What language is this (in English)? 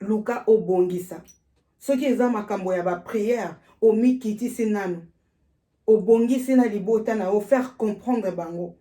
Lingala